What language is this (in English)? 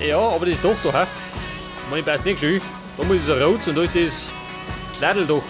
Bavarian